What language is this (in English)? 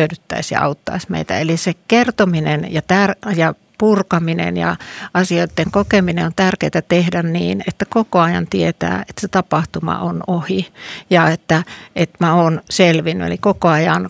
Finnish